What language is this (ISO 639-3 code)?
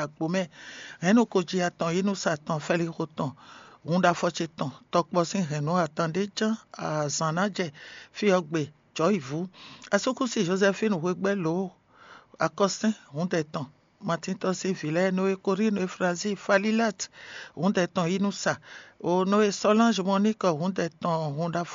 fon